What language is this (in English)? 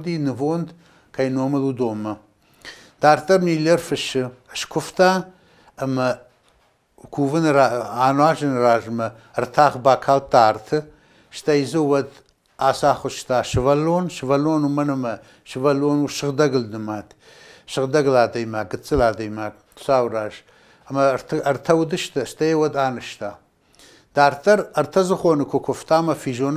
Ossetic